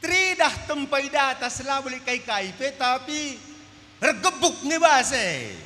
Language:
Batak Karo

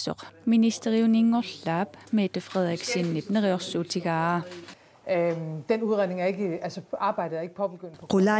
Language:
Kalaallisut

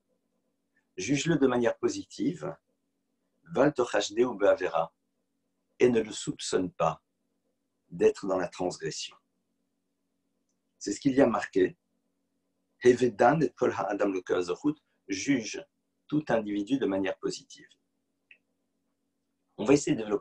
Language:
French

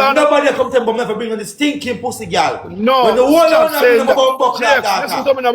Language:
Jamaican Creole English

